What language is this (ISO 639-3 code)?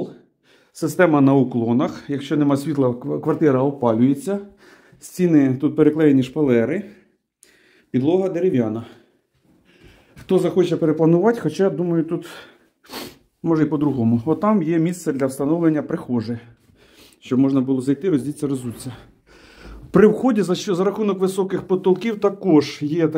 ukr